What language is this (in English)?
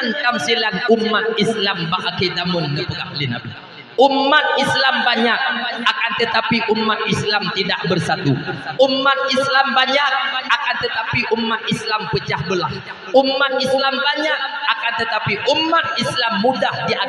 Achinese